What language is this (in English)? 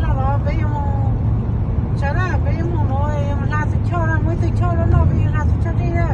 Hmong